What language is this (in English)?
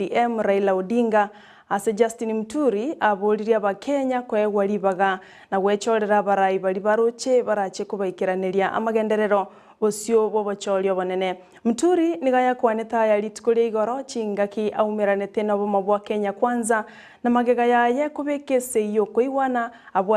Gusii